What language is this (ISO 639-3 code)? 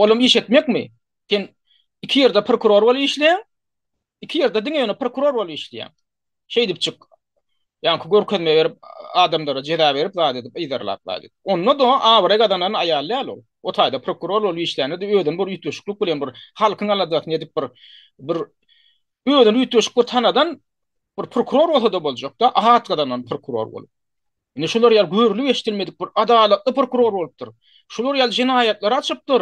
tuk